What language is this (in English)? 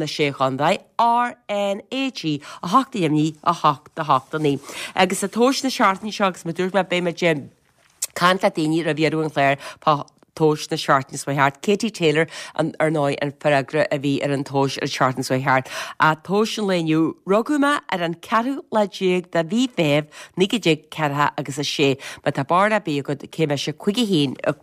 Irish